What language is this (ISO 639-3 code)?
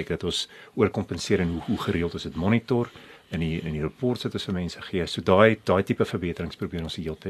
afr